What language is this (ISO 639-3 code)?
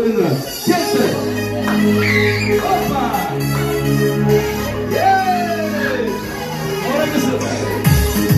uzb